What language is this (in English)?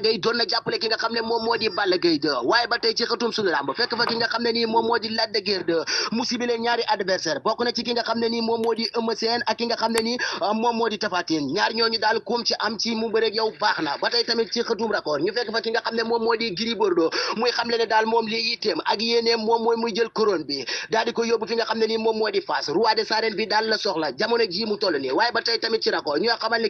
Wolof